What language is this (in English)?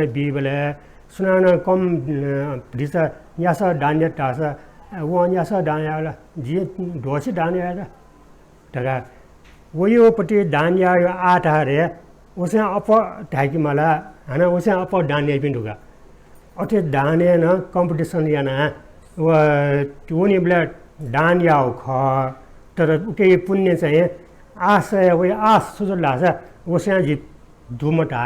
Newari